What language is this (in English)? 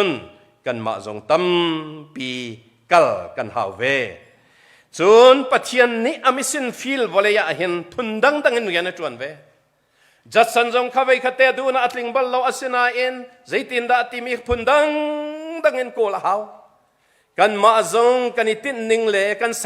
Hakha Chin